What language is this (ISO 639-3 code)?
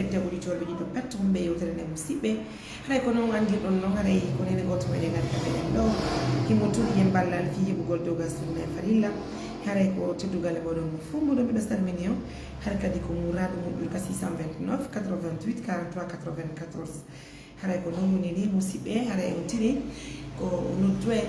ful